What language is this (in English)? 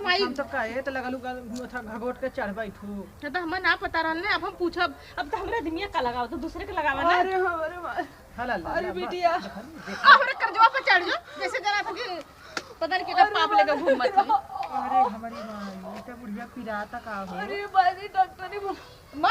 Awadhi